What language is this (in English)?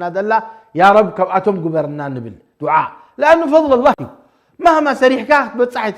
Tigrinya